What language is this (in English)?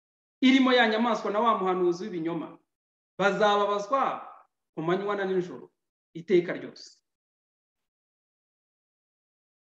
Kinyarwanda